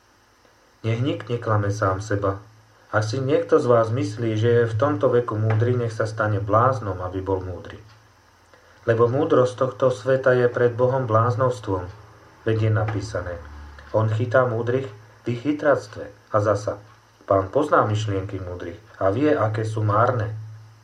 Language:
Slovak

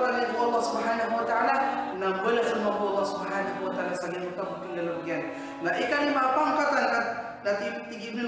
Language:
Maranao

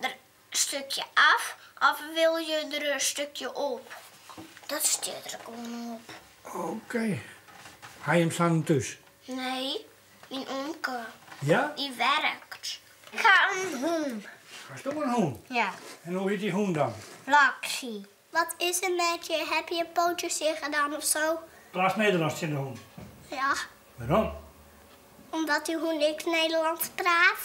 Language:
Western Frisian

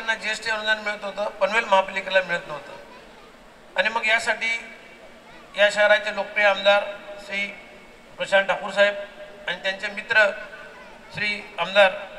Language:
Marathi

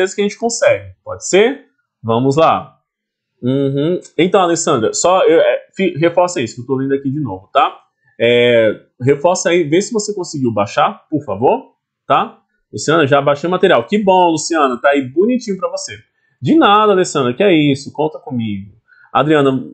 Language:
Portuguese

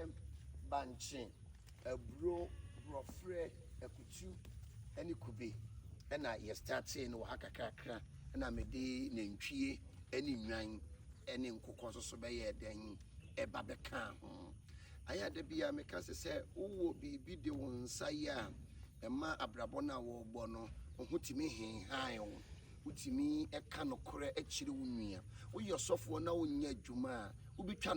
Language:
Akan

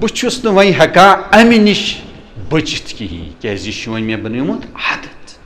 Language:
Kashmiri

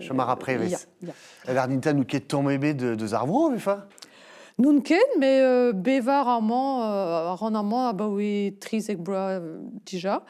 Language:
Breton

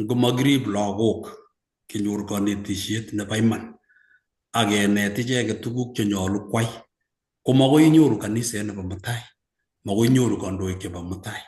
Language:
Kalenjin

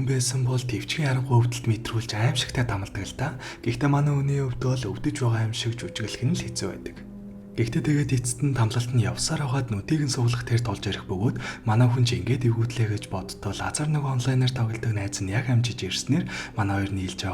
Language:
Mongolian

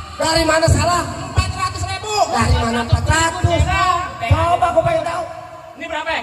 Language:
Betawi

